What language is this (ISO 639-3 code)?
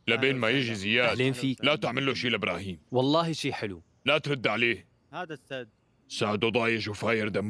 apc